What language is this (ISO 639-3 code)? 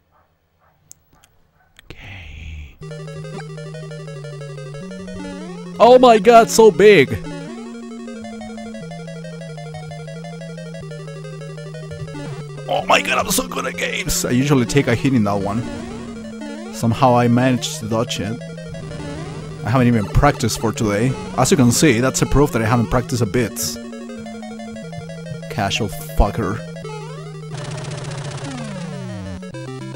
eng